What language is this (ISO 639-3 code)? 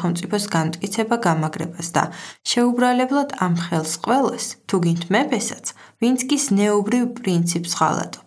kat